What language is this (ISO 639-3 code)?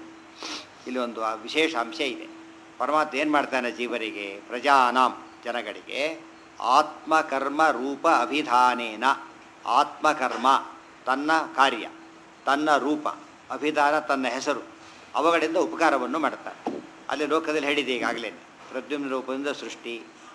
kan